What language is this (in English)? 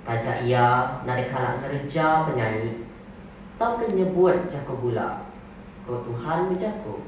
Iban